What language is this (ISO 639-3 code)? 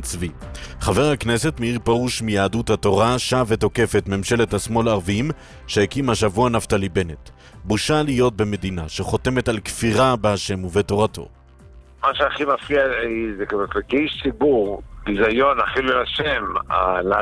heb